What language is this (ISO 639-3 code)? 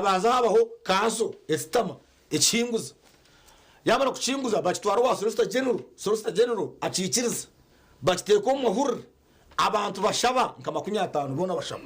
nyn